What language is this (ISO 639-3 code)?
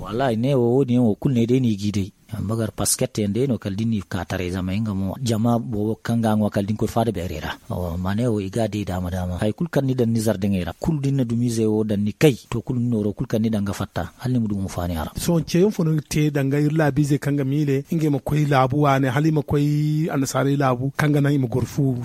dje